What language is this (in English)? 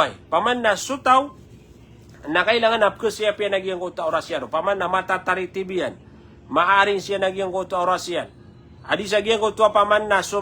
Maranao